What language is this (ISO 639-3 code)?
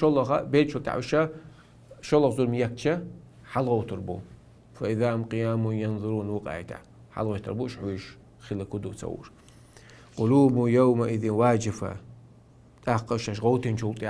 che